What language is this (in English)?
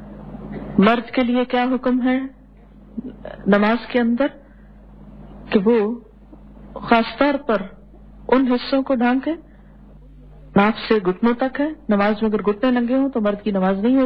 Urdu